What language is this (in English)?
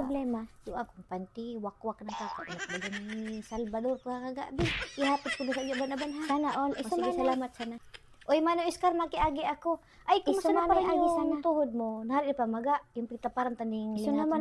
Bikol